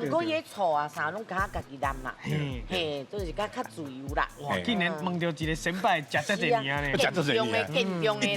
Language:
Min Nan Chinese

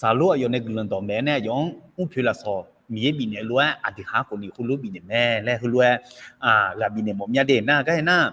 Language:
Akha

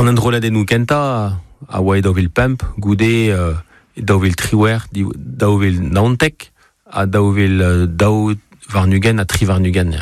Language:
Breton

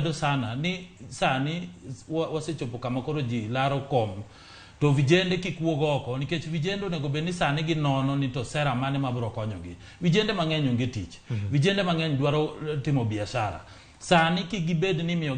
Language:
Luo (Kenya and Tanzania)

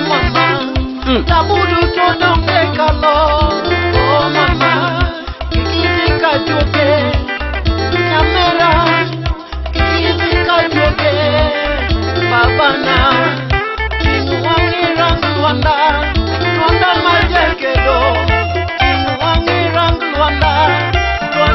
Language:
Luo (Kenya and Tanzania)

